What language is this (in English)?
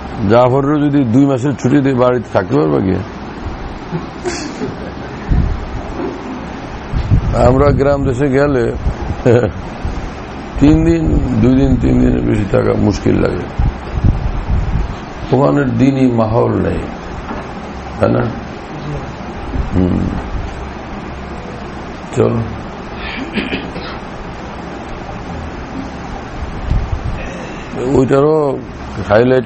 Bangla